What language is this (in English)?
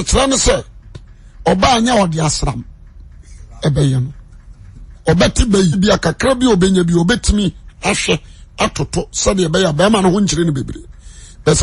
Akan